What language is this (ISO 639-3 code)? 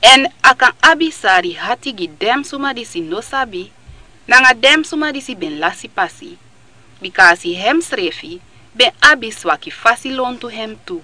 srn